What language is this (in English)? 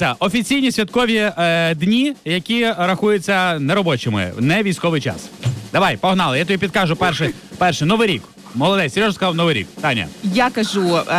Ukrainian